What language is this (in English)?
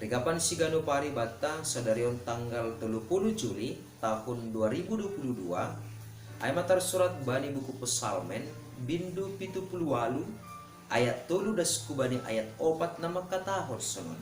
Batak Simalungun